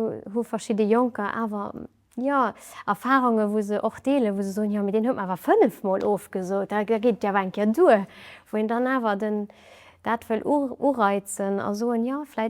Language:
Luxembourgish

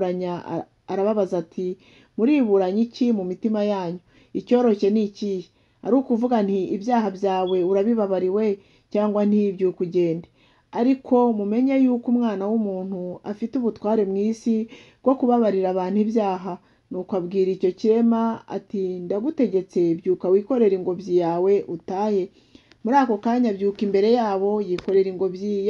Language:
Kinyarwanda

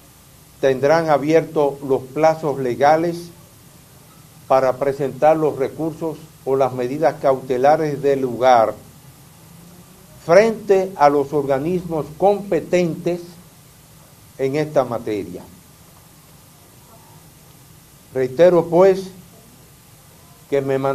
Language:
Spanish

